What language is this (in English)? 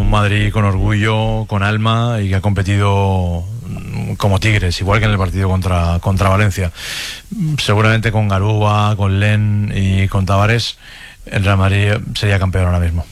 Spanish